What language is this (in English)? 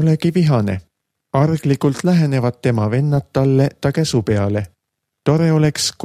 Estonian